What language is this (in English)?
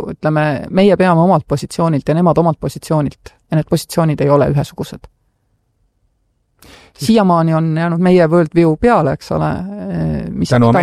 Estonian